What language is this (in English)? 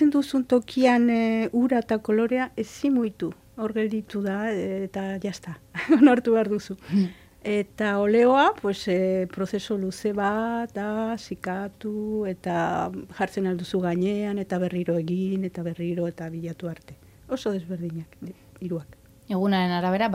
Basque